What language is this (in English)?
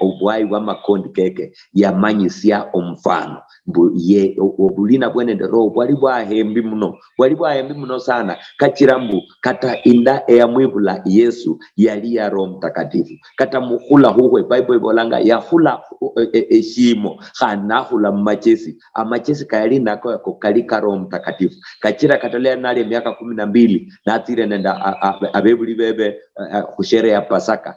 Luyia